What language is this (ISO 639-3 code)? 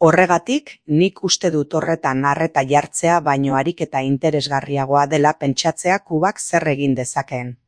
eus